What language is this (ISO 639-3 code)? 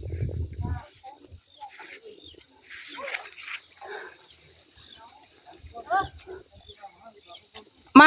tts